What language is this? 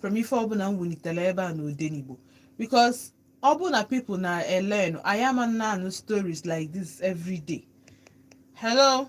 Igbo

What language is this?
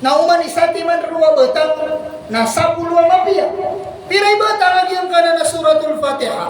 Maranao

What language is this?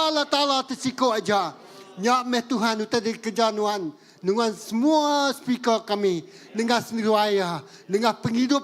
Iban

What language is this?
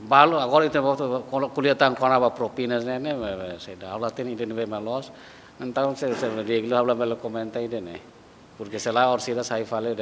Tetum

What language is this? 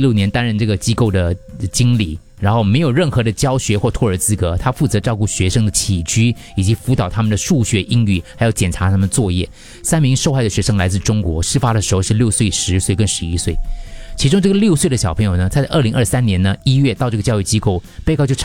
Chinese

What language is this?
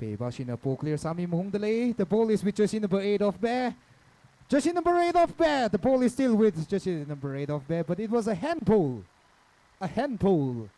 Tangkhul Naga (India)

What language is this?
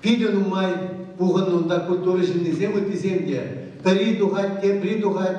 Chuvash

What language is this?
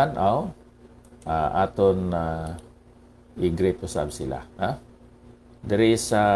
Hiligaynon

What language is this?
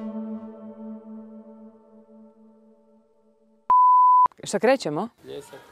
Croatian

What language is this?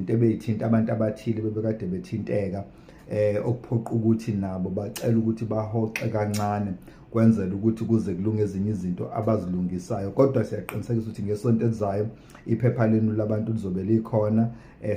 Zulu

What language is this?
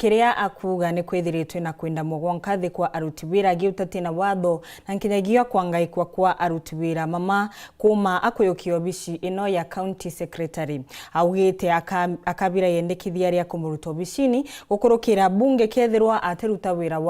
Meru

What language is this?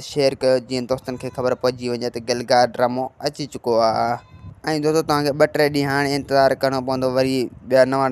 Sindhi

